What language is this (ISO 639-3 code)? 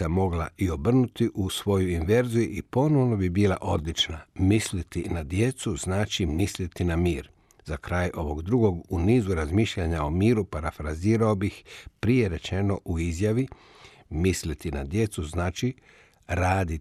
hrv